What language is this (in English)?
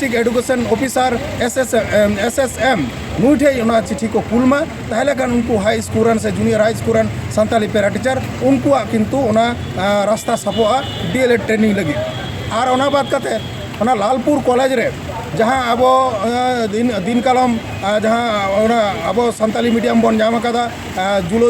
Santali